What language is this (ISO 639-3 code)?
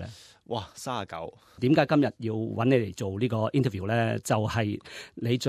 yue